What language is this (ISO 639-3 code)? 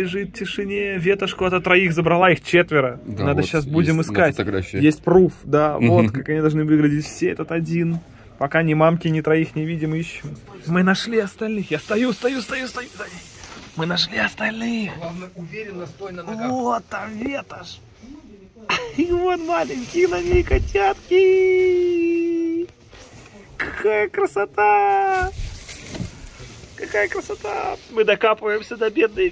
rus